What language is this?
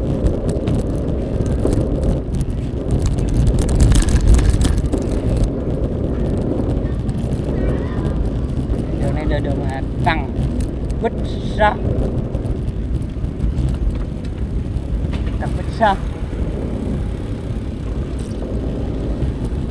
Vietnamese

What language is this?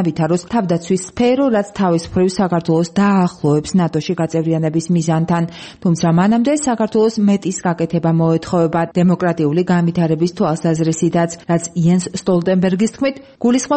Georgian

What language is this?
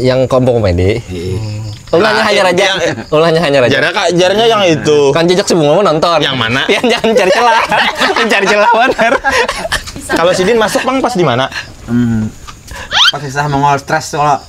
Banjar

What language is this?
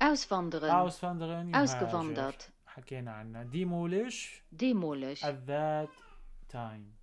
North Levantine Arabic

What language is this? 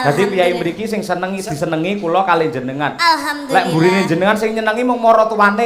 Javanese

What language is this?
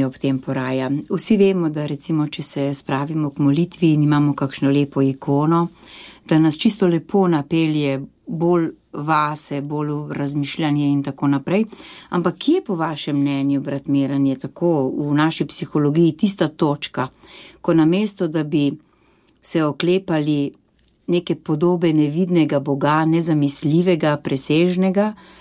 Slovenian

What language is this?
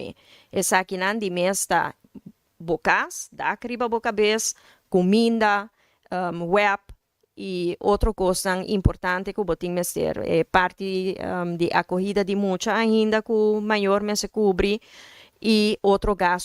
Papiamento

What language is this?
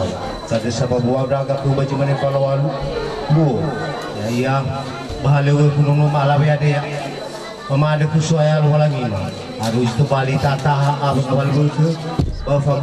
Nias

